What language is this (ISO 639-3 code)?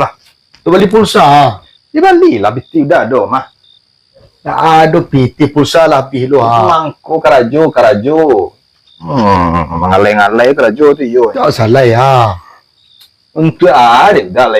min